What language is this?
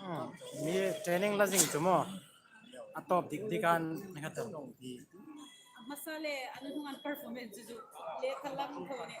Hmar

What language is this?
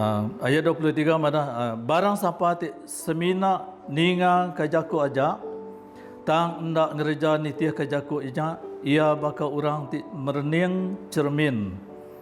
Iban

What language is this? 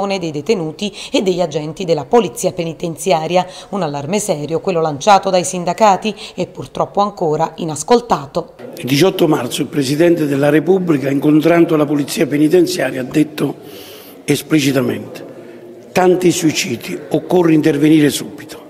Italian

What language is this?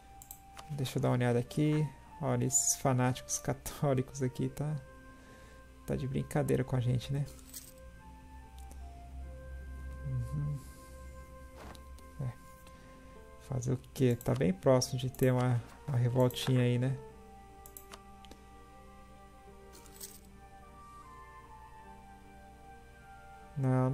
Portuguese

